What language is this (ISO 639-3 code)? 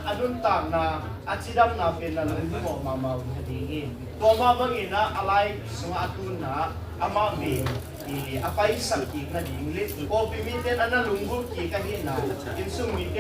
ctd